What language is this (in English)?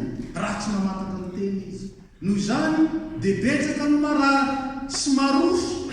Malagasy